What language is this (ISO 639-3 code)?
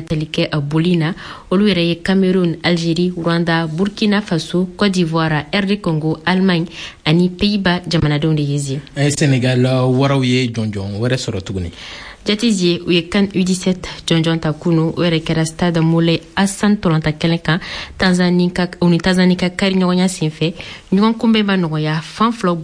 bam